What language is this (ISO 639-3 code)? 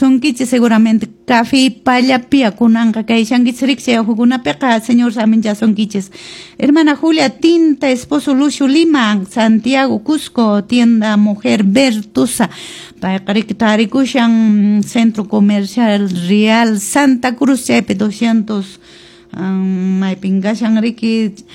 que